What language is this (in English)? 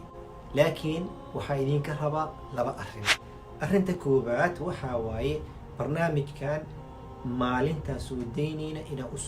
Somali